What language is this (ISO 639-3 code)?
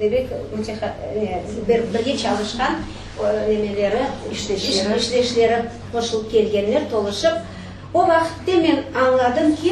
crh